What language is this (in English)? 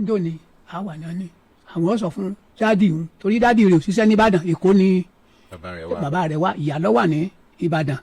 Yoruba